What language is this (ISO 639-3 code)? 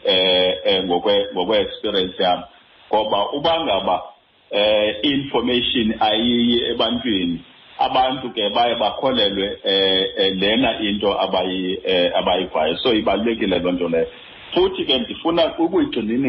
xho